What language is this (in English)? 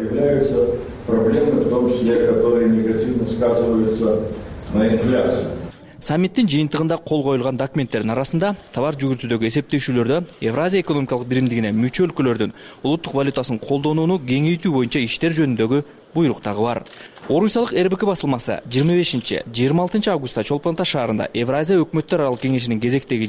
Kyrgyz